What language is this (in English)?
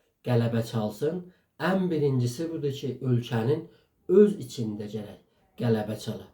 South Azerbaijani